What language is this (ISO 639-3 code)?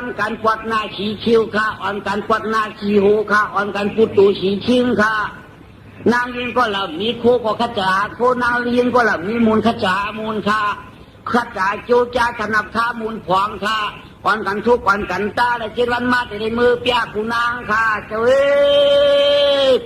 shn